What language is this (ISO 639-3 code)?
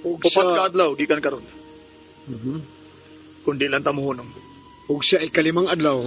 ceb